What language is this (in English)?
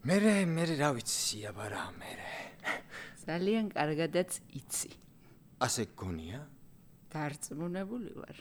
Georgian